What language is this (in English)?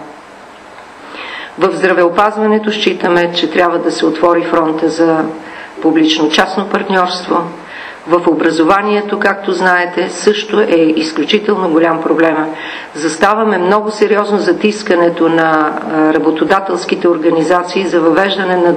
Bulgarian